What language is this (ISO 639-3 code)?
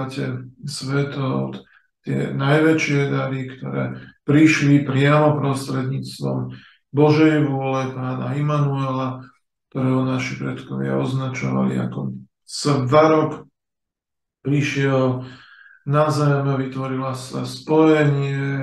slk